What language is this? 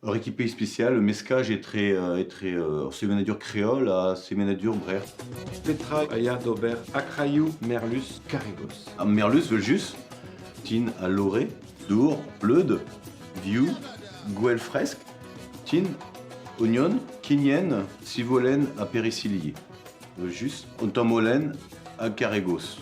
Breton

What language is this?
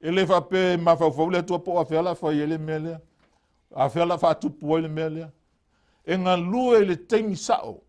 Samoan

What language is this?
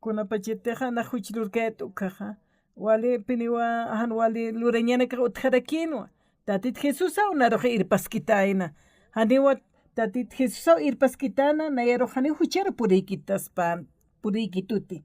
Aymara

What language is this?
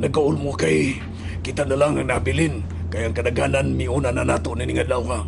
Cebuano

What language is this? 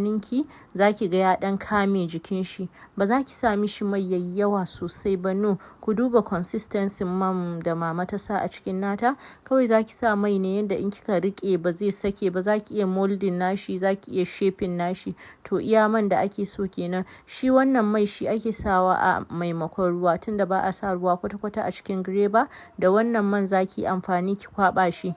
Hausa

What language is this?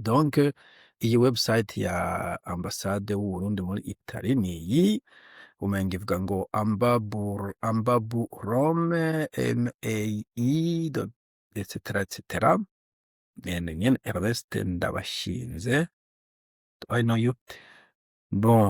Rundi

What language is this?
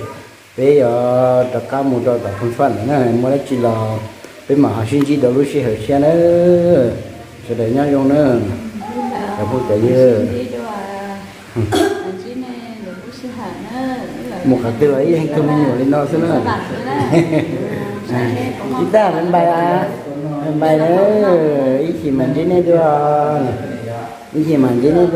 Vietnamese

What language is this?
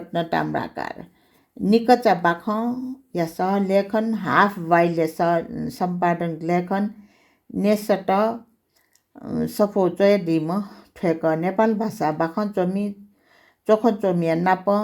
Newari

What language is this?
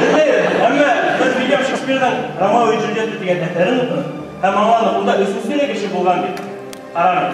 Bashkir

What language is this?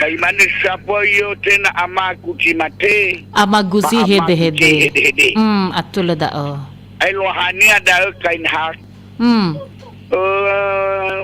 Nias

